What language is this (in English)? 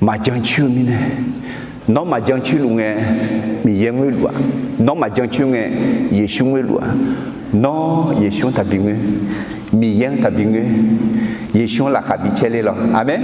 Akha